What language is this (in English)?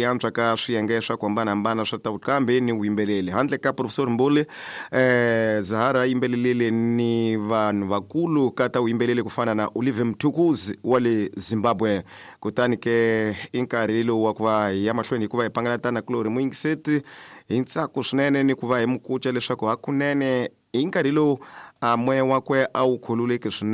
Tsonga